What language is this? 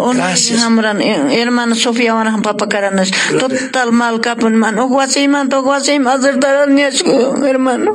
Quechua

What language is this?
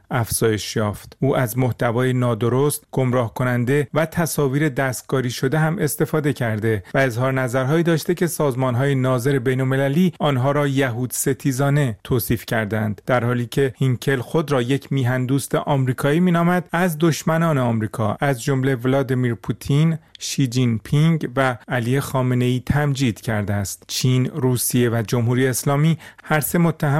Persian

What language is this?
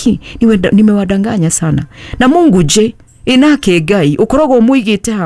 Kikuyu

